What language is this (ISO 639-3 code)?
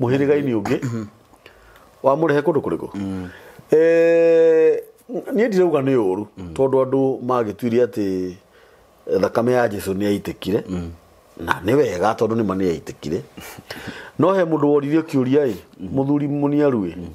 kik